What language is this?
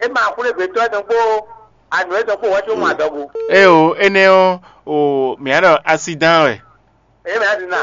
Fon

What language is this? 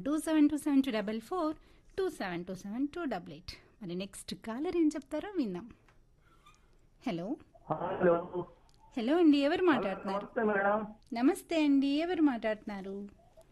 Telugu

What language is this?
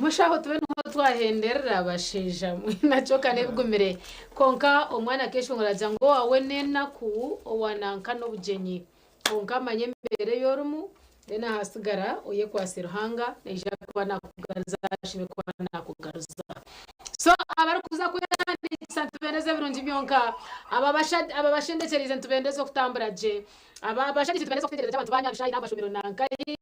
Nyankole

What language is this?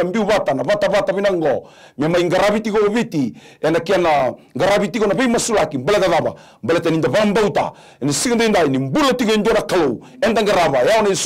Fijian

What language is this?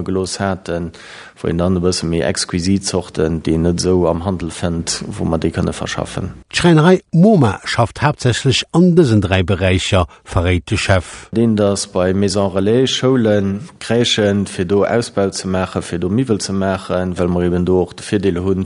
Luxembourgish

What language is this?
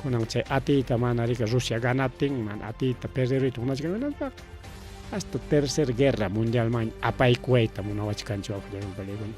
Ayacucho Quechua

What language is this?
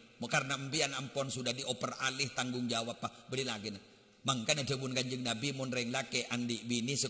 Madurese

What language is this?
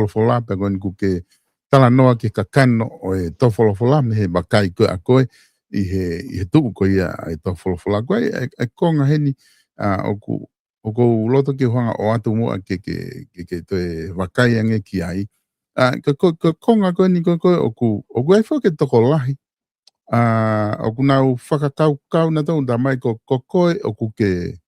Tongan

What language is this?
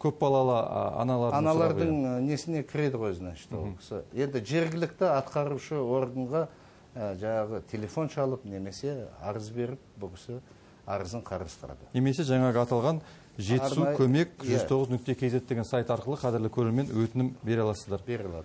Kazakh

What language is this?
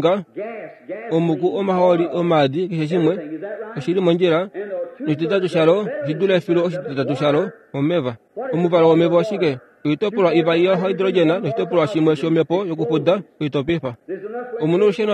Kuanyama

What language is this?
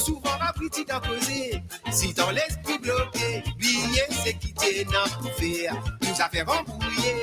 Morisyen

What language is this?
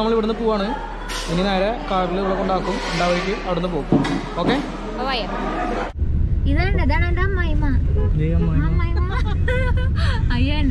Malayalam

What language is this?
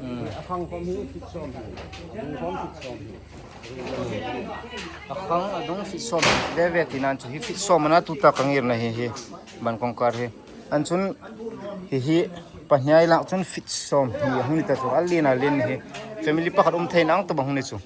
Hmar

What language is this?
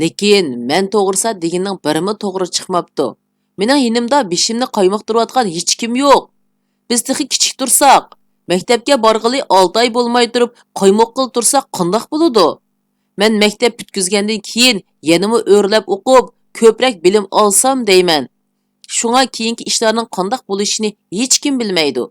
Uyghur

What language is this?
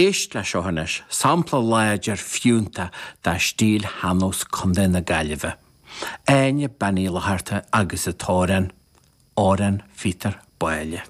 Irish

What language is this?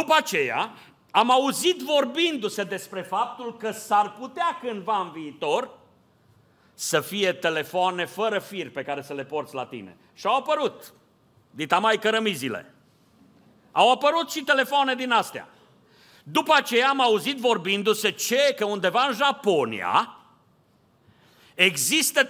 Romanian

